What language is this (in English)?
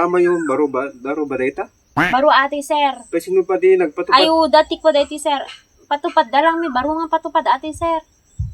Iloko